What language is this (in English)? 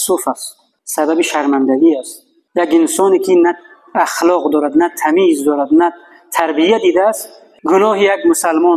Tajik